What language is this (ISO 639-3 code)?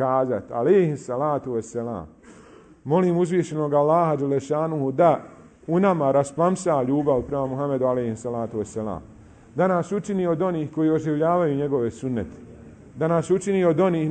bos